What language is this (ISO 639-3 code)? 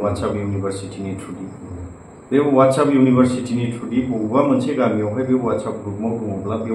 brx